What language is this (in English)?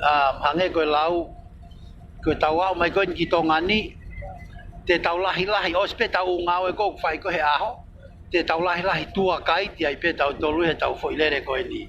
Tongan